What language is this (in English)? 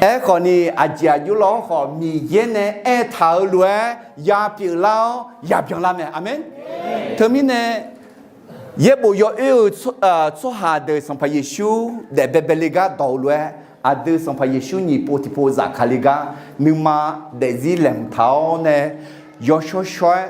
Akha